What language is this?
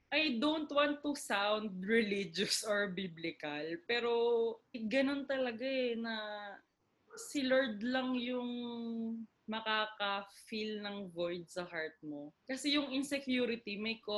Filipino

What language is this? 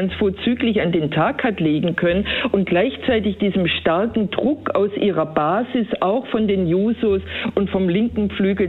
German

